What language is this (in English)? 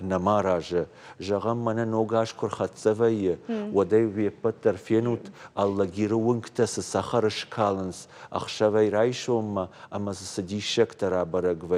Ossetic